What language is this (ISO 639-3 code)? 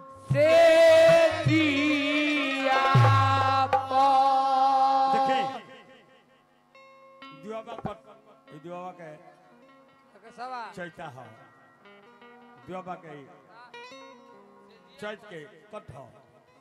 bho